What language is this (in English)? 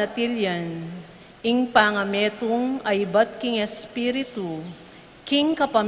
Pampanga